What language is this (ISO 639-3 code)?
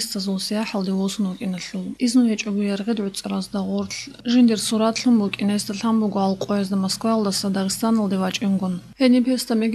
ava